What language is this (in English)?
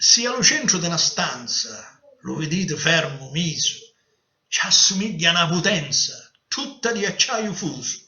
Sicilian